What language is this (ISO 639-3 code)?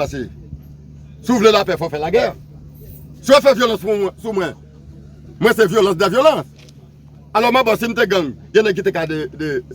hat